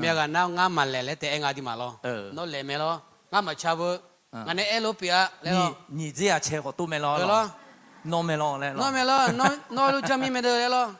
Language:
Akha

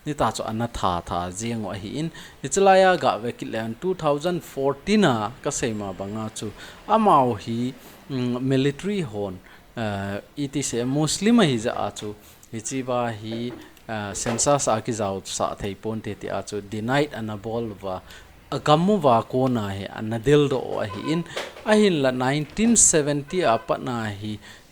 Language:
Thado Chin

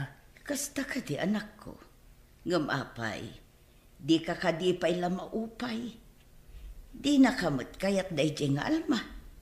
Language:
Iloko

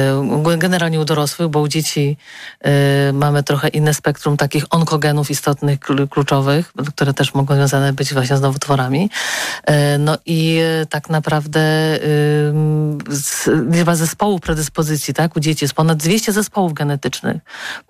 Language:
Polish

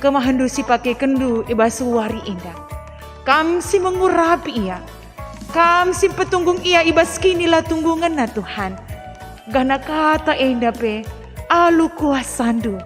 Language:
Batak Karo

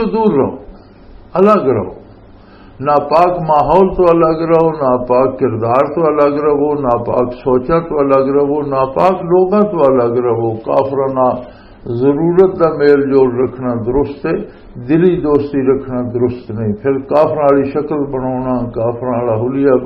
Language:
Western Panjabi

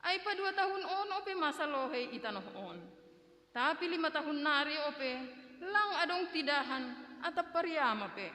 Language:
Batak Simalungun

